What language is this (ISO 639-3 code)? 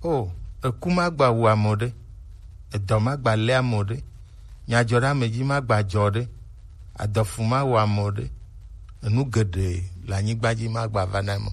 gej